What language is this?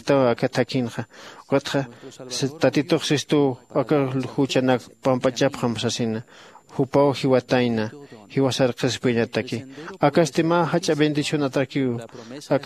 Aymara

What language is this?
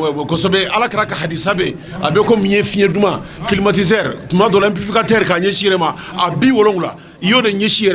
Bambara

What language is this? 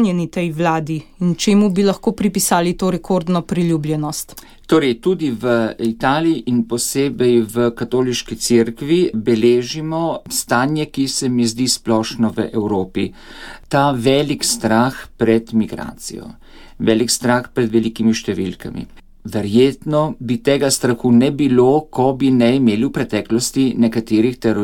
Slovenian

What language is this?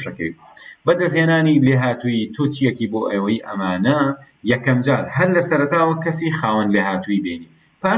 Central Kurdish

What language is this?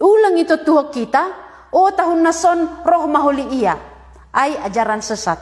Batak Simalungun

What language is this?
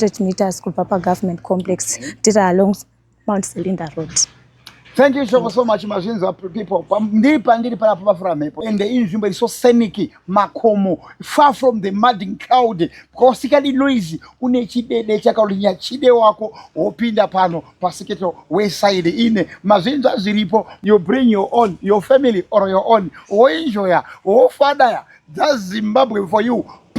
Shona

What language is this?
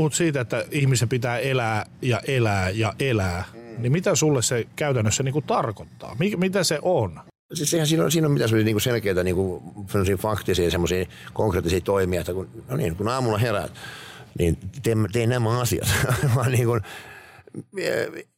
Finnish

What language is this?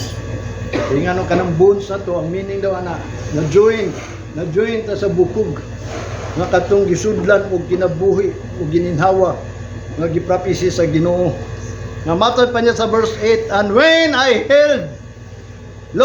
Cebuano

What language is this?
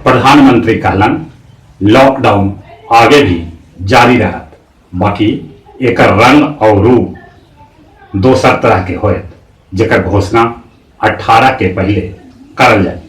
Magahi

